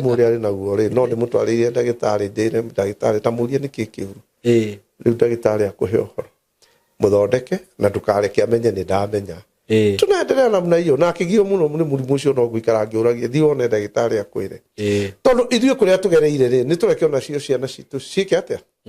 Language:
Kikuyu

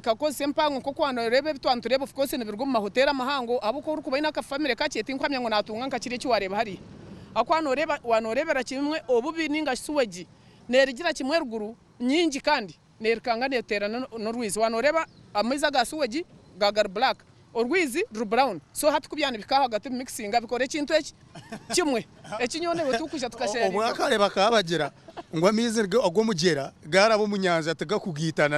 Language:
Nyankole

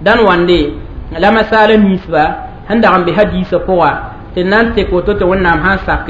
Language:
Mossi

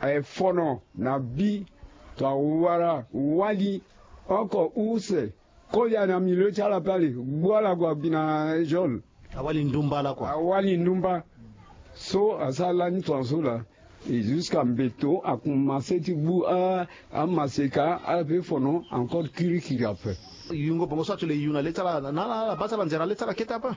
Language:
Sango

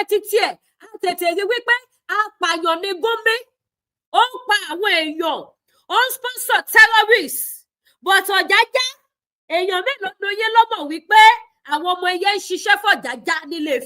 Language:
Yoruba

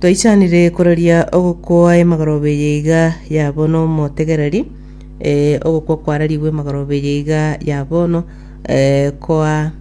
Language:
Gusii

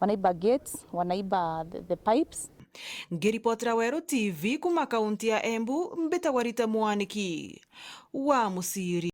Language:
Meru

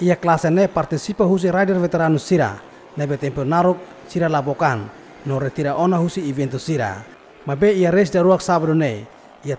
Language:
Tetum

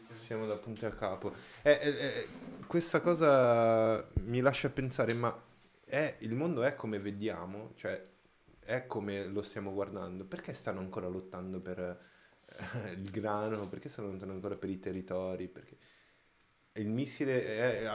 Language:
Italian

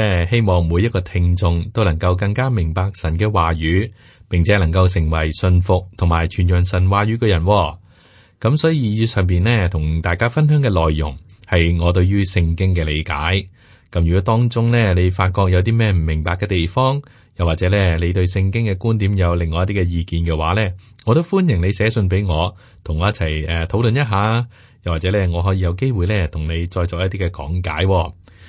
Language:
Cantonese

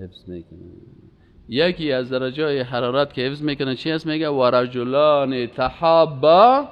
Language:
Persian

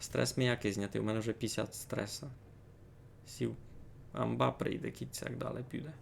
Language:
Rusyn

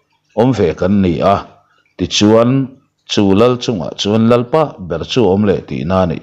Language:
Mizo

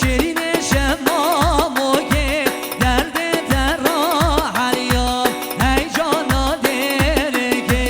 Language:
Kurdish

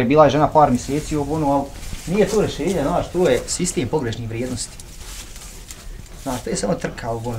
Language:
Bosnian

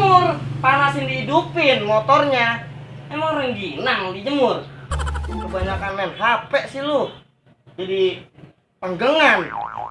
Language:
Betawi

